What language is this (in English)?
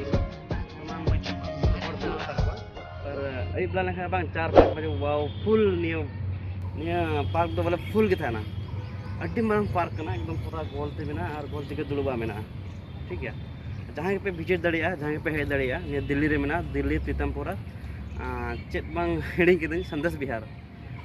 Santali